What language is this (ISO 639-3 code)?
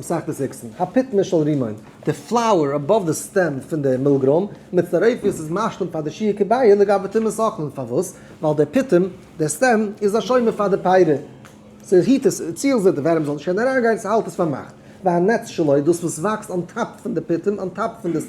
yid